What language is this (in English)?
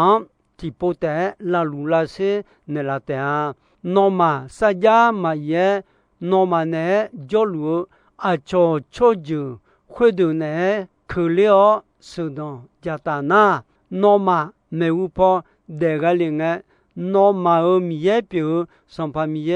Akha